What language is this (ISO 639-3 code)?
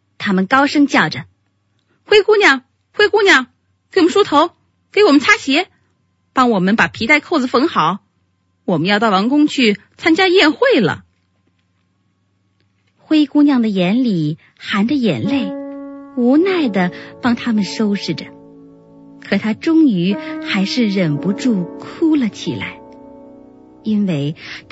zho